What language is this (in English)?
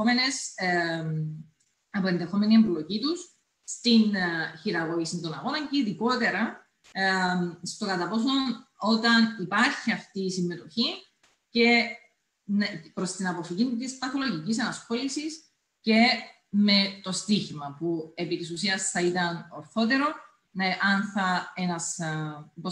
Greek